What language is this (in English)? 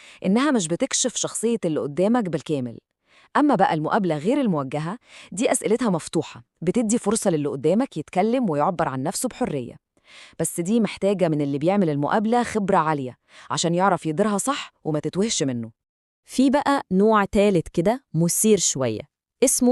Egyptian Arabic